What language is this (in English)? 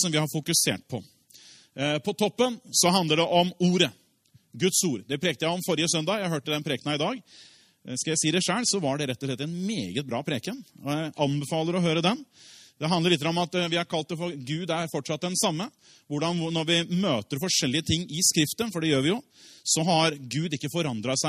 Norwegian